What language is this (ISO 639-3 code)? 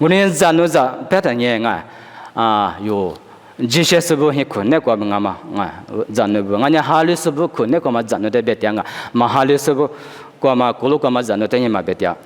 lis